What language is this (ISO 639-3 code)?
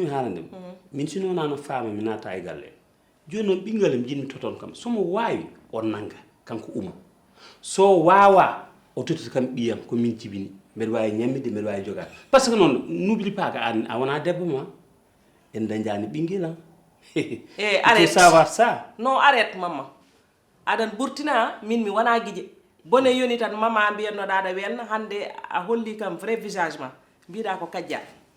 ful